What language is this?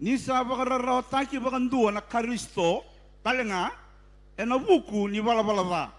Fijian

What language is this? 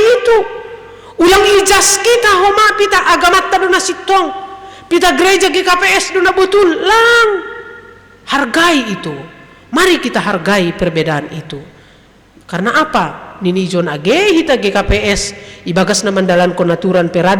Batak Simalungun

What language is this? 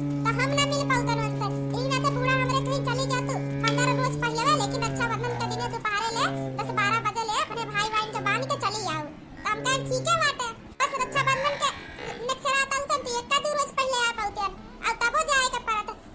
Awadhi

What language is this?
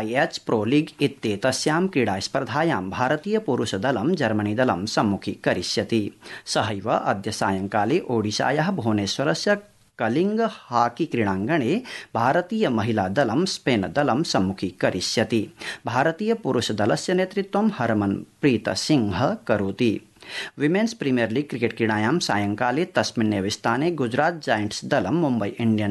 Sanskrit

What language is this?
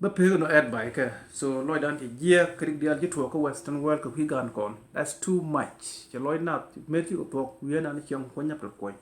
Nuer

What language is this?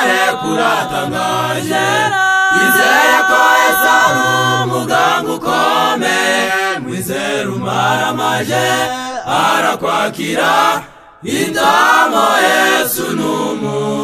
Kinyarwanda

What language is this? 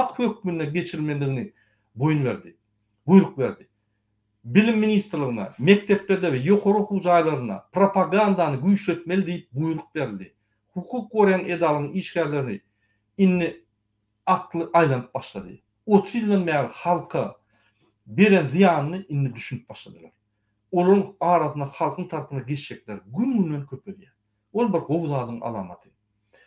Turkmen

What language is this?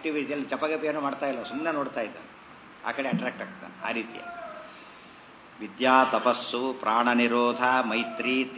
Kannada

